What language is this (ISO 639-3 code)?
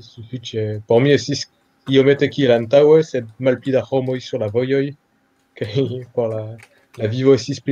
epo